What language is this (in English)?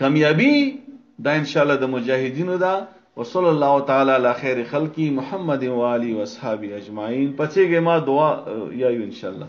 Pashto